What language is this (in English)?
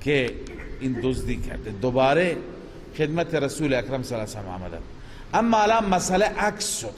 Persian